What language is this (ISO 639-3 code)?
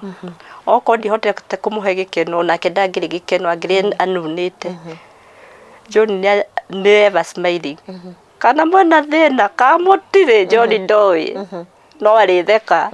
kik